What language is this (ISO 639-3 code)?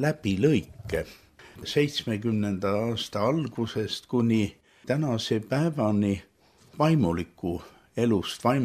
est